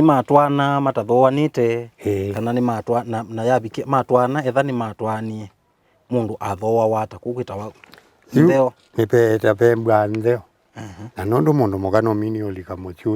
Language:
Kamba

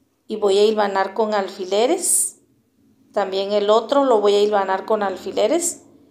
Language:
Spanish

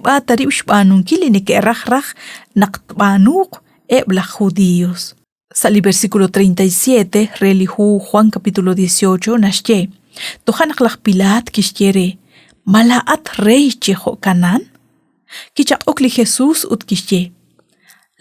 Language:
Kekchí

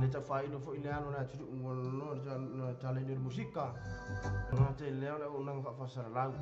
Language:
Samoan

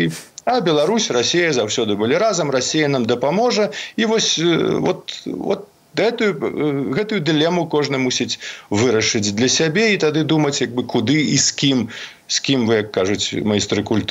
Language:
Belarusian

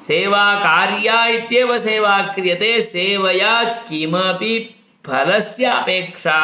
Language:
Sanskrit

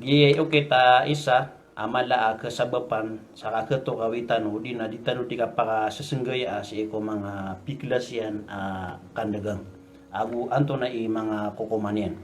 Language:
Maranao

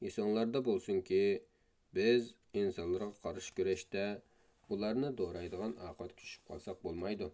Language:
Uyghur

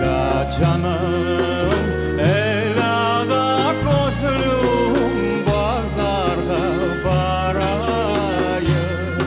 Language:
Crimean Tatar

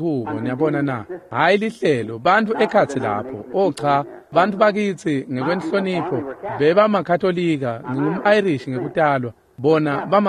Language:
Swati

